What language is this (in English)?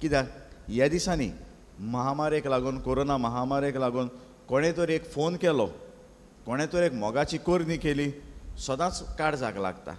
Konkani